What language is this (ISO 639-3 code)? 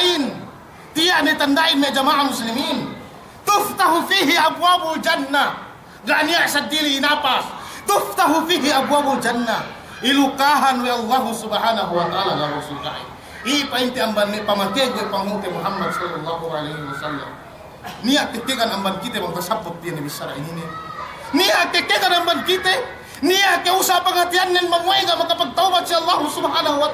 yka